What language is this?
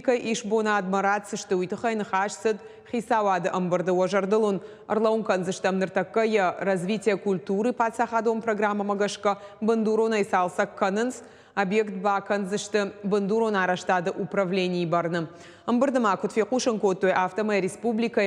Ossetic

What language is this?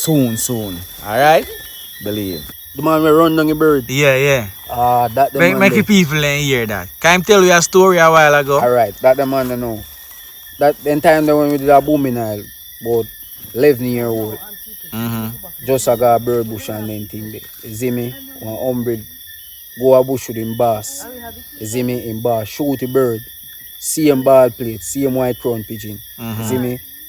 Jamaican Creole English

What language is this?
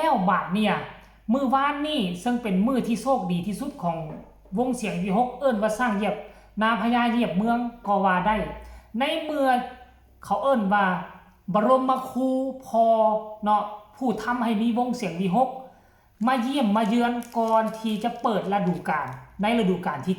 Northeastern Thai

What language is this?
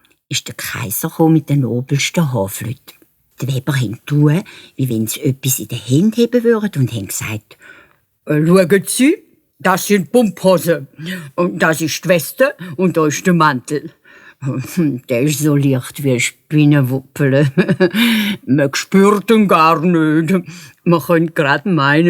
Swiss German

